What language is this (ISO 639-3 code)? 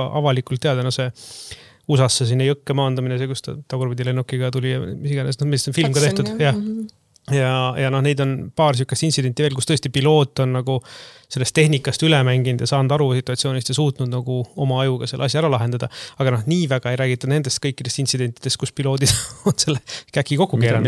est